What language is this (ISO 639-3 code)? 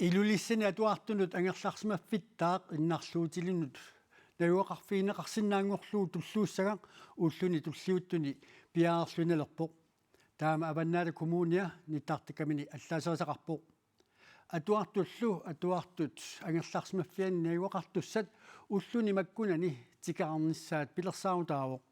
kal